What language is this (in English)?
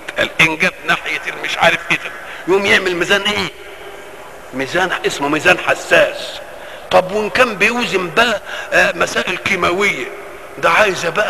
Egyptian Arabic